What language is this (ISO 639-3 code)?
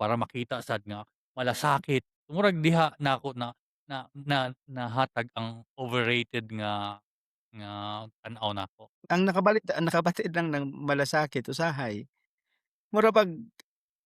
ceb